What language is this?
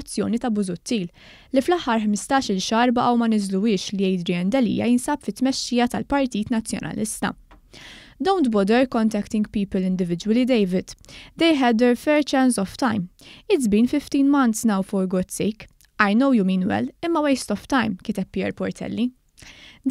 Maltese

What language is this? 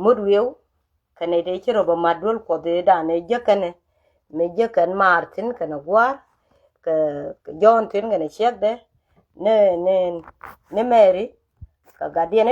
Nuer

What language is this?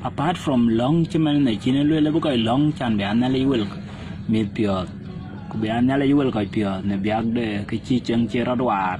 Dinka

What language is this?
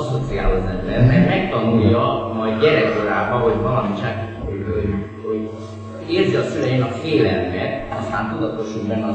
Hungarian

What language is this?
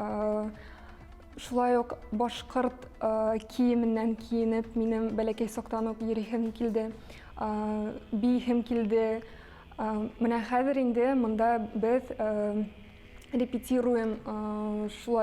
Bashkir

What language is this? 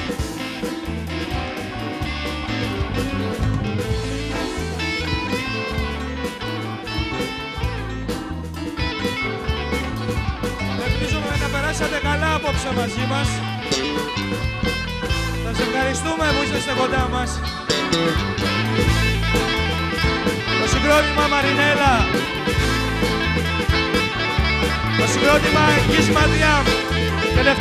Greek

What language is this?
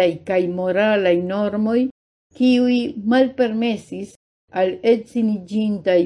Esperanto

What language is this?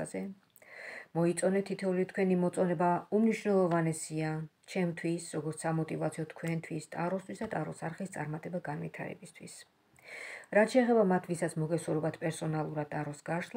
Georgian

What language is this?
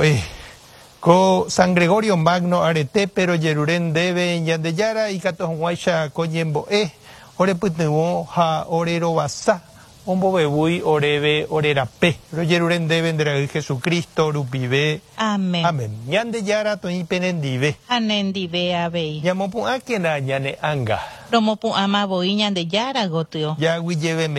Guarani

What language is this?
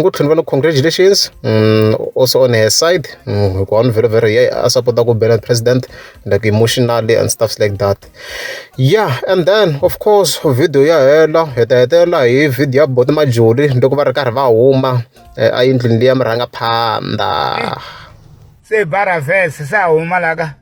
Tsonga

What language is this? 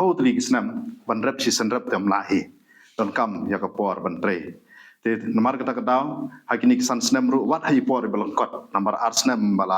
Khasi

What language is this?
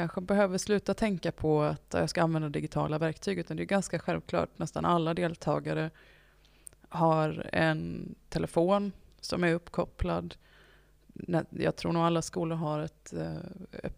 Swedish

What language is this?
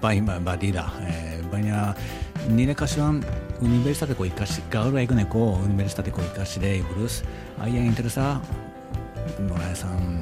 Basque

